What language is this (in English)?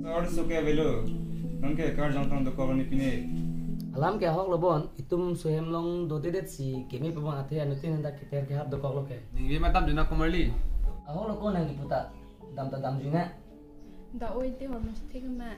Karbi